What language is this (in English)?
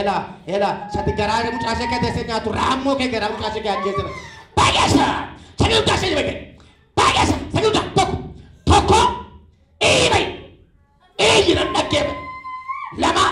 Oromo